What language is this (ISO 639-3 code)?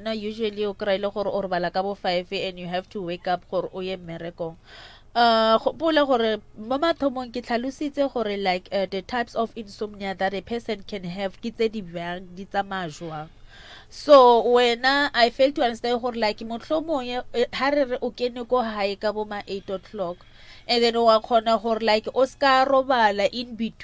nso